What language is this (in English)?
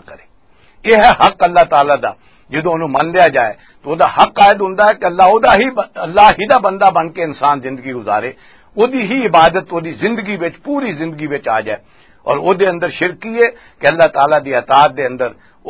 Western Panjabi